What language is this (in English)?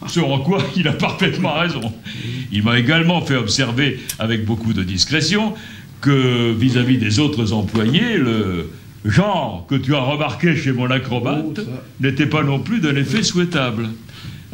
French